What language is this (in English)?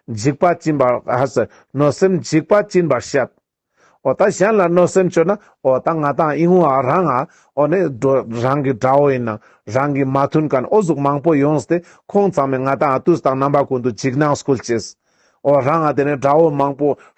Ladakhi